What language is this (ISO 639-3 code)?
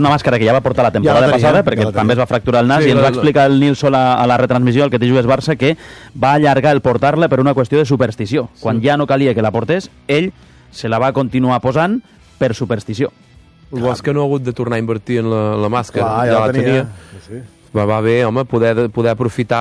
cat